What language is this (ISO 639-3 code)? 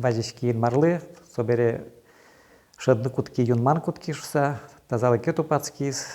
udm